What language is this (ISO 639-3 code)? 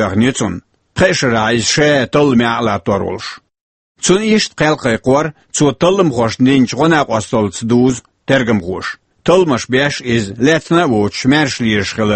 che